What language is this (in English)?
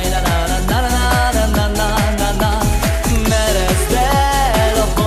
Hungarian